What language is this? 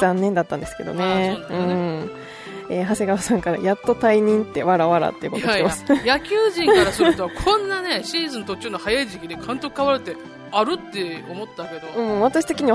Japanese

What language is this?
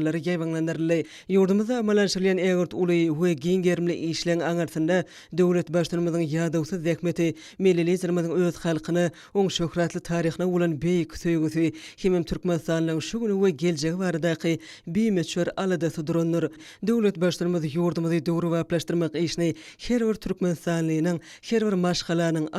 Turkmen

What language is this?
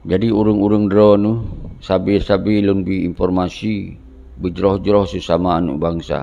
Achinese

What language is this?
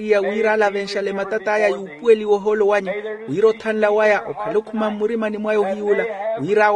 Makhuwa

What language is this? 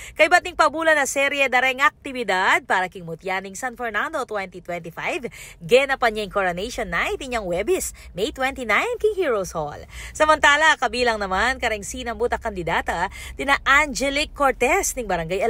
Pampanga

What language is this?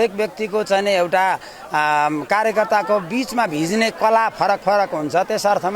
Nepali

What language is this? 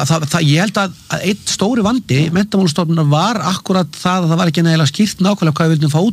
Icelandic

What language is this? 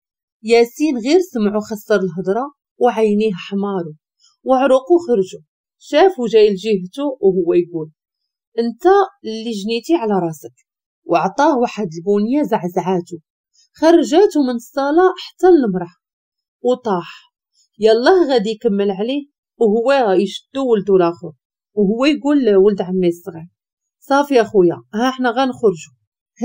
Moroccan Arabic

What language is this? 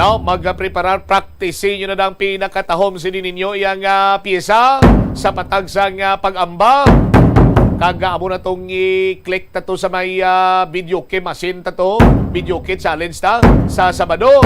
Hiligaynon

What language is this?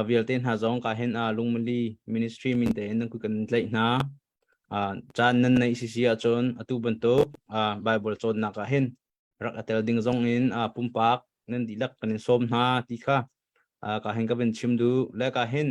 Hakha Chin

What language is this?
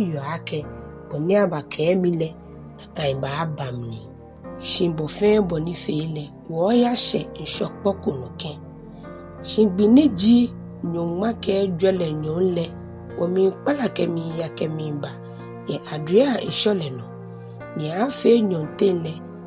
Ga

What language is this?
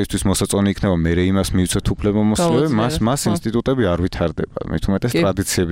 Georgian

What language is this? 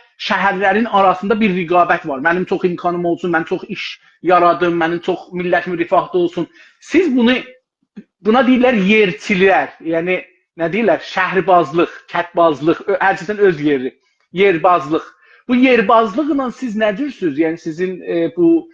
South Azerbaijani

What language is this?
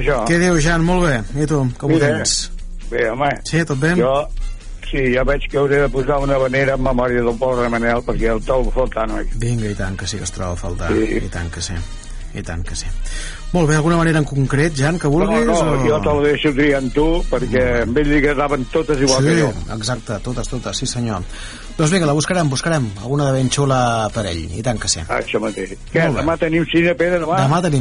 Catalan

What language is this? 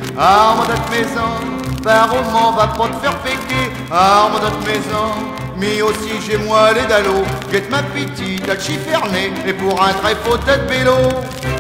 Picard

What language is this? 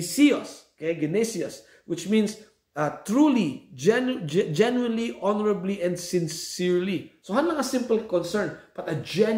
Iloko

